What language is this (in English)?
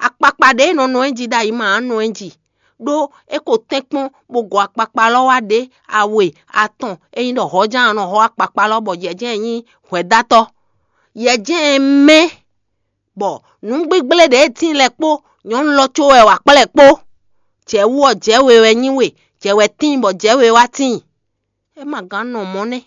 Fon